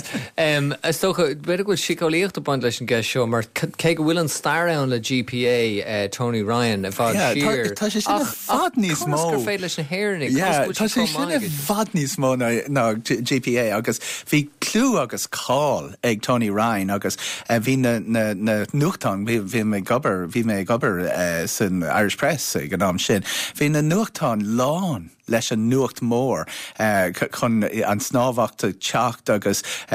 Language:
Irish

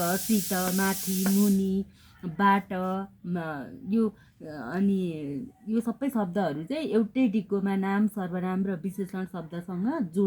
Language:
Nepali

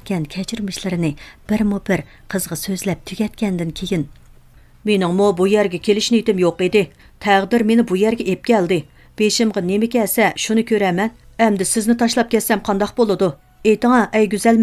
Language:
Uyghur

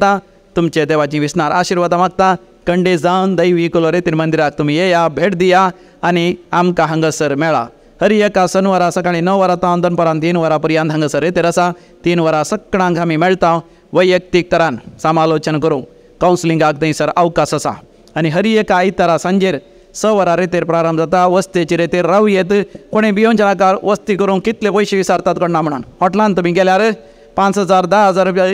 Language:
Konkani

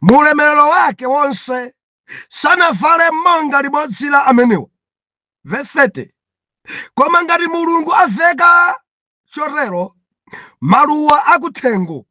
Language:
Nyanja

